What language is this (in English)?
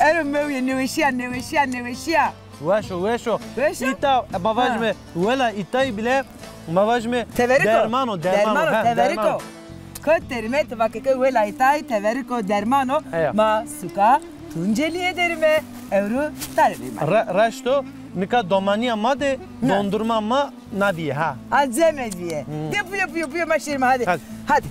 Zaza